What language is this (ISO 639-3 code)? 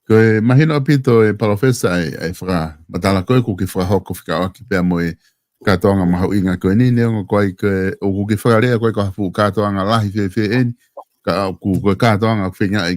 ton